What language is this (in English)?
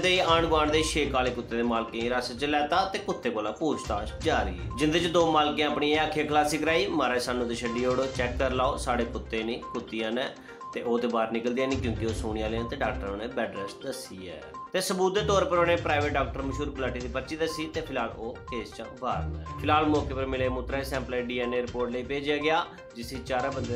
Dogri